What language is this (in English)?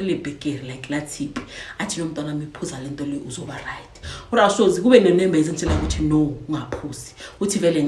Zulu